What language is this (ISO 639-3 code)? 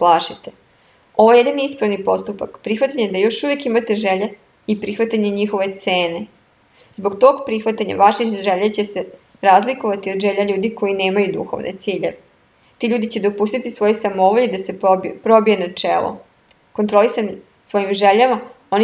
srp